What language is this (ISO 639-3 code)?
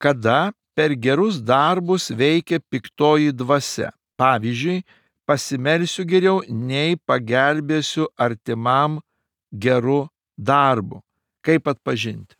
lit